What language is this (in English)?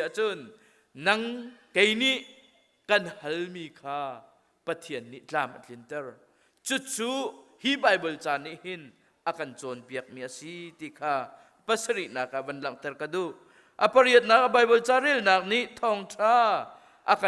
Hakha Chin